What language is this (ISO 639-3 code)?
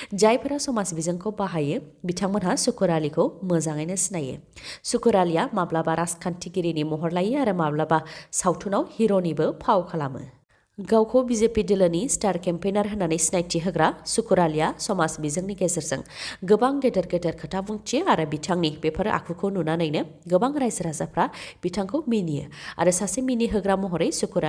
brx